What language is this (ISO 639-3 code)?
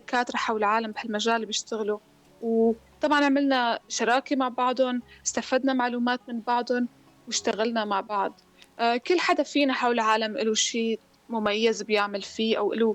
apc